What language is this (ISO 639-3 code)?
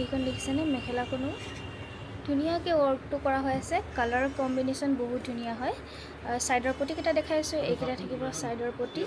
asm